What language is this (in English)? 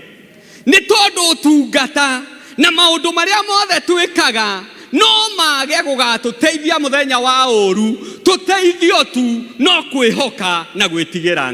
Kikuyu